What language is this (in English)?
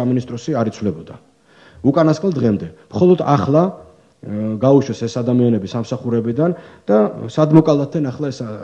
Georgian